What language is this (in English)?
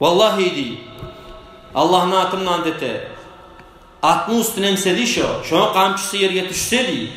Kumyk